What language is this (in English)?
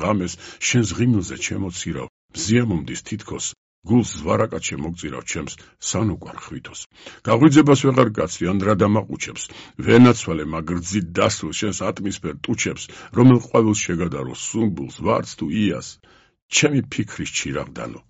Georgian